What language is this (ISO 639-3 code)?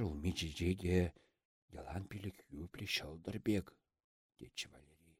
chv